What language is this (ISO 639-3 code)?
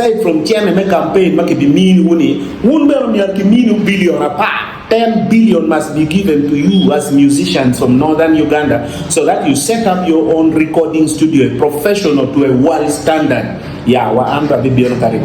ach